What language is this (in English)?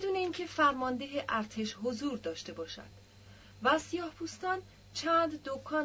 Persian